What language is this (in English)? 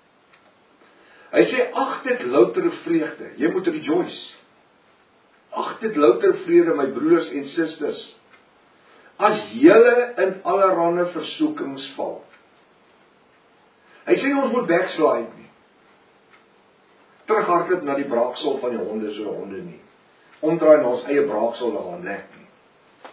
Afrikaans